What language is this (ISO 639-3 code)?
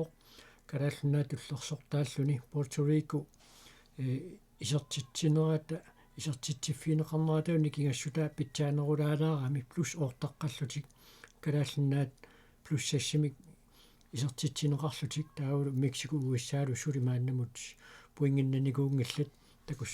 kal